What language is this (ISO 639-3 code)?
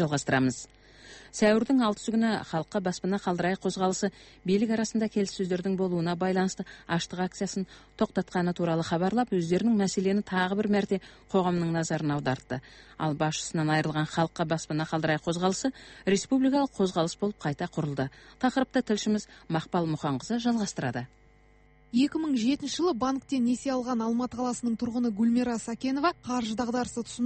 kaz